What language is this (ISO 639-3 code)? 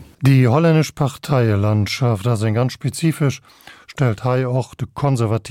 ltz